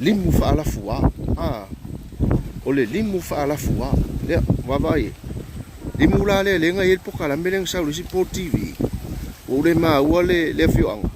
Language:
Samoan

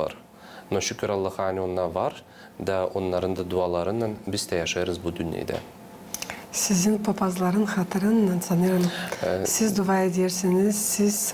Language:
Gagauz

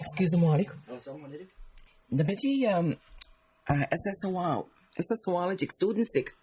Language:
Mi'kmaw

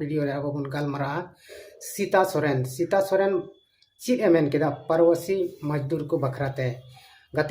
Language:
Santali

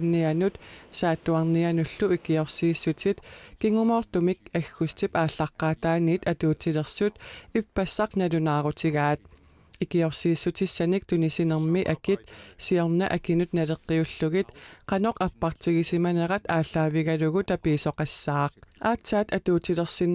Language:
Kalaallisut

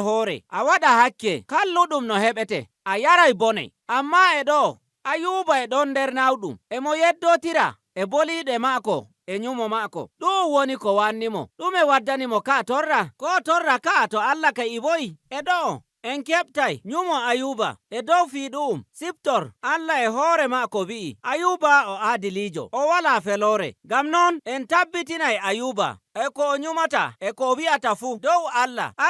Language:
Nigerian Fulfulde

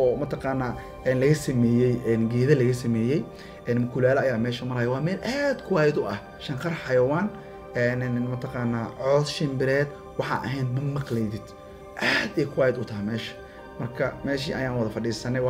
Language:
Somali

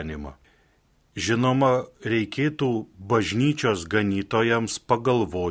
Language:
Lithuanian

